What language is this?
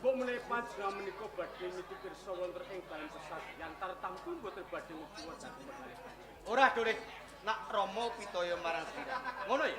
Javanese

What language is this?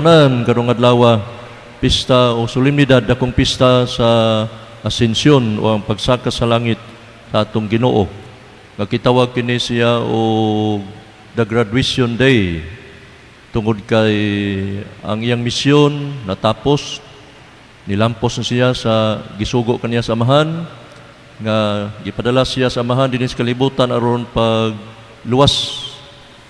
Cebuano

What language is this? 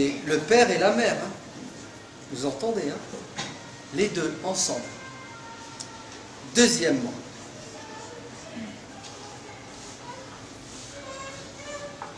French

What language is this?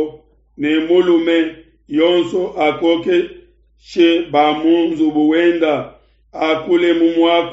Luba-Lulua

